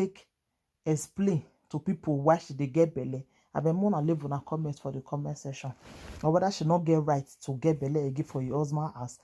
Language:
Nigerian Pidgin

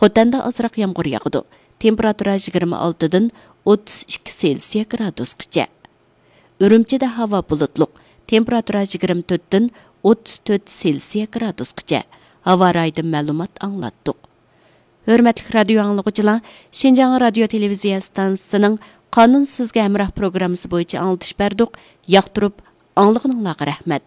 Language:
Uyghur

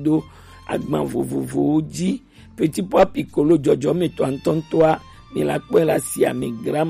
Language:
Gen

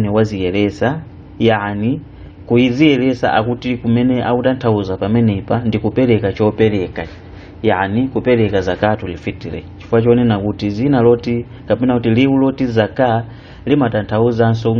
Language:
Nyanja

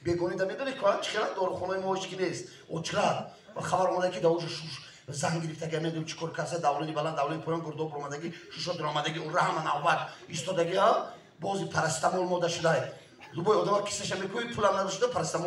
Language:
Tajik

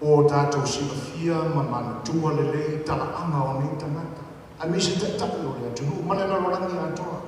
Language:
Samoan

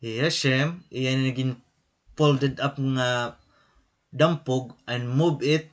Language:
Waray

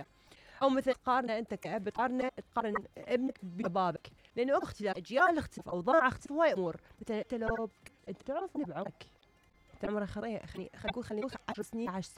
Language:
Mesopotamian Arabic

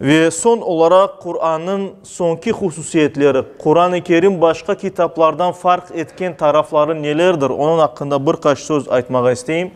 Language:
Crimean Tatar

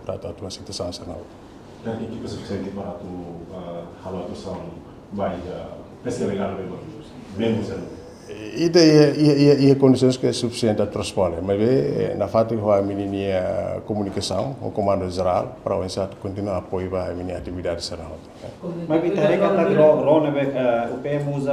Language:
Tetum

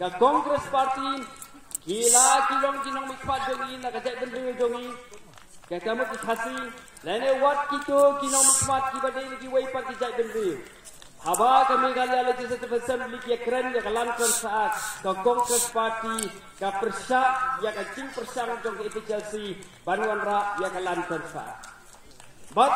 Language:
Khasi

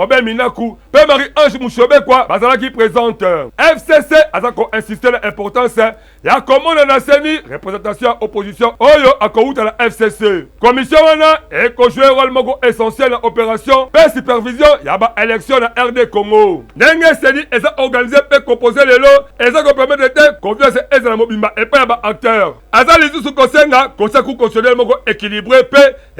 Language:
Lingala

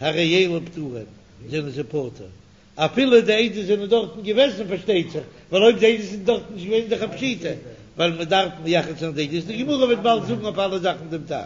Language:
Yiddish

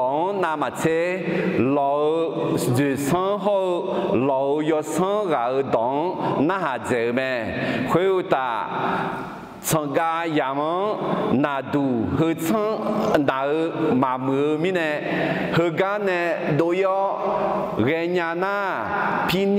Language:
Akha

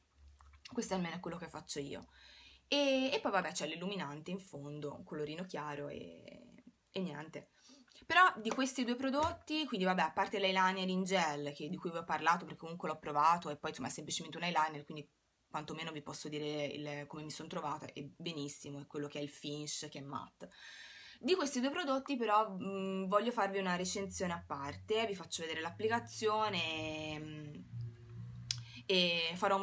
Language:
Italian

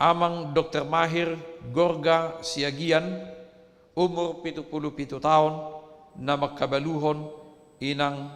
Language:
Batak Toba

